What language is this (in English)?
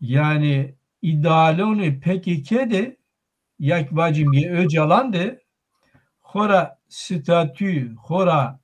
Zaza